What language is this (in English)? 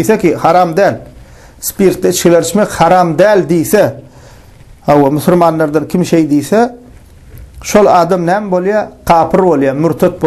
Turkmen